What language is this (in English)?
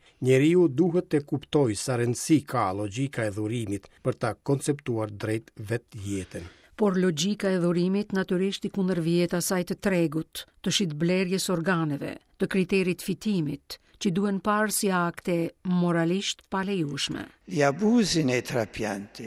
Albanian